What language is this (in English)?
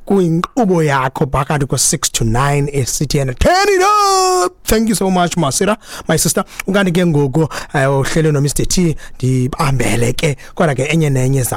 Xhosa